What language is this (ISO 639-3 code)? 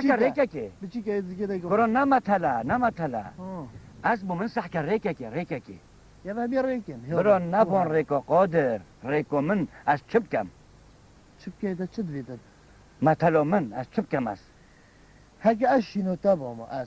kur